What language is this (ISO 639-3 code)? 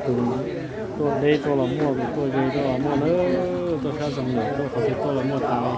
hmn